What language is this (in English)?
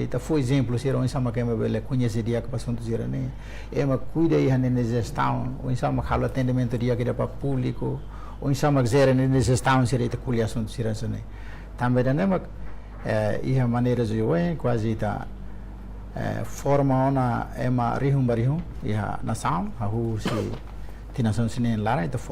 Tetum